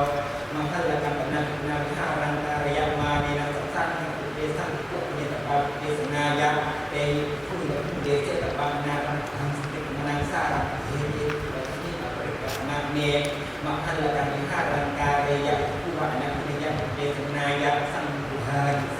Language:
Pali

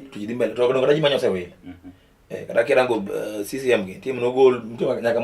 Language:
Luo (Kenya and Tanzania)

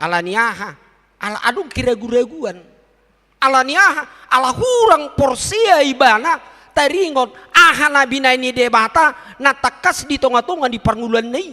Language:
Batak Toba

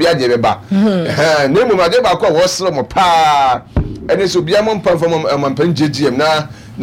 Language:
Akan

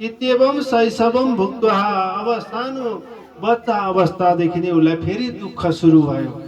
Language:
Nepali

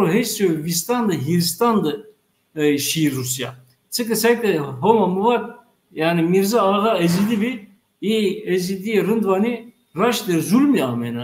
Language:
Zaza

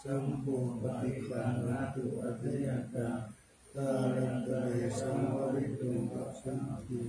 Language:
Pali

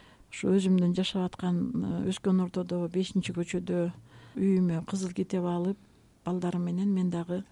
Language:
Kyrgyz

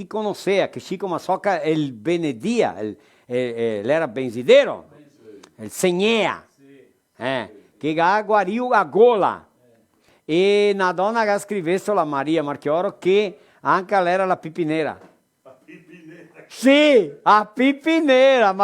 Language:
Venetian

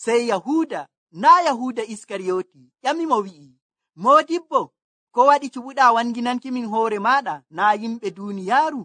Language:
Nigerian Fulfulde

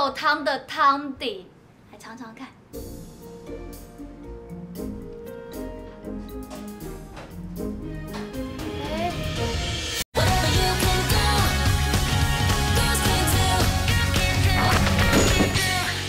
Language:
Chinese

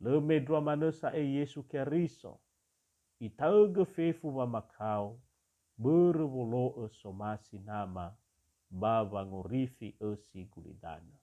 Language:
Nias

